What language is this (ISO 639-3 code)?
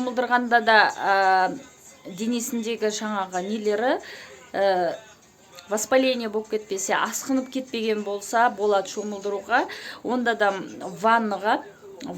kaz